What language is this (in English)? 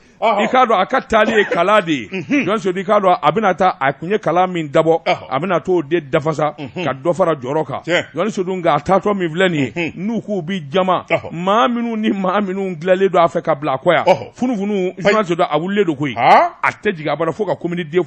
Bambara